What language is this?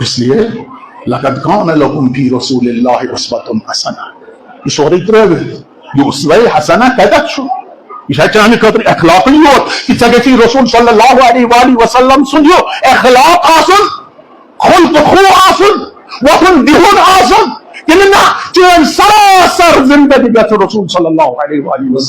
Kashmiri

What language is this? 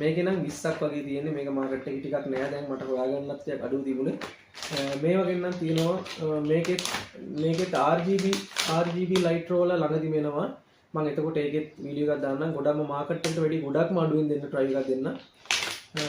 Sinhala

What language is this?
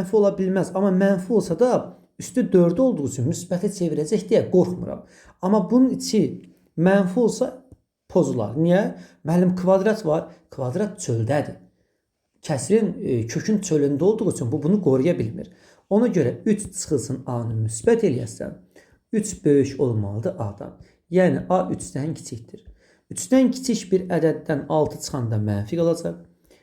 Azerbaijani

